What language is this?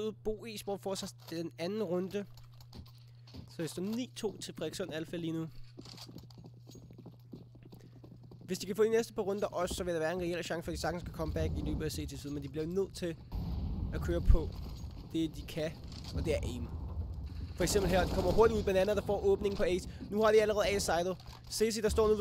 Danish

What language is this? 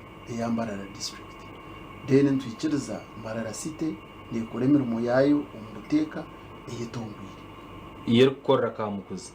Nyankole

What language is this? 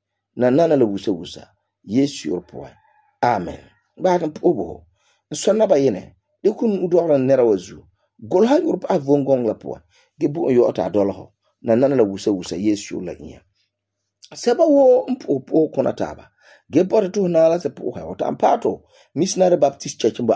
Frafra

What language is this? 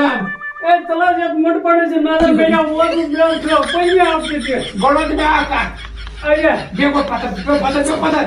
Kashmiri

